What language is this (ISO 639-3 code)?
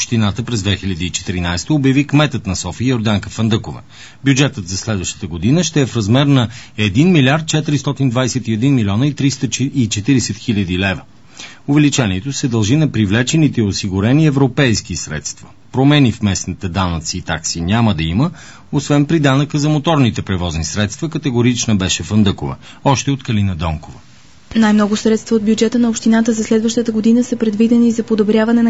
bul